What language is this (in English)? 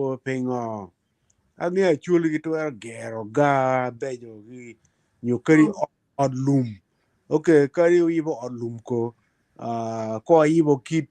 Acoli